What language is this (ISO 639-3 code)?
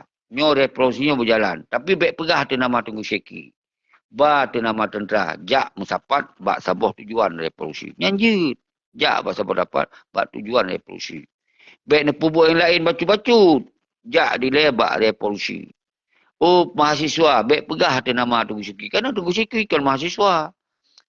ace